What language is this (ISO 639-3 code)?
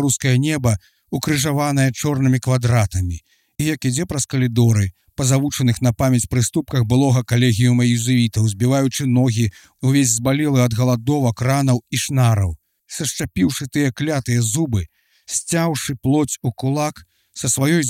bel